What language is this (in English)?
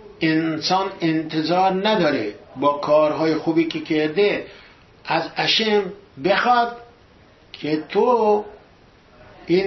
Persian